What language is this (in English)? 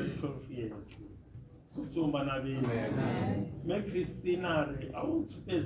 Tswana